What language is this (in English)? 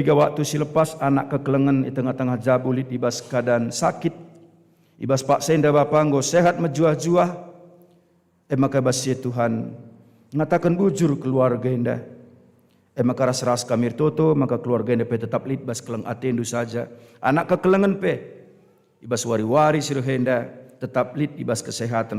Batak Karo